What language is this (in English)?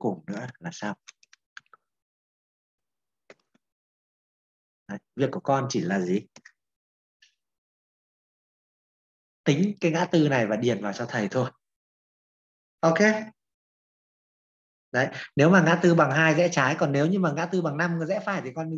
Vietnamese